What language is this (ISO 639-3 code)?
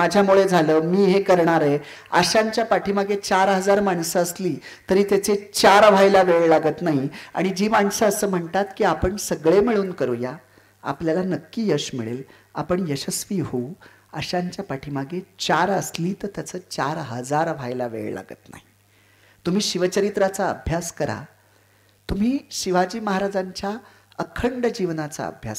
mar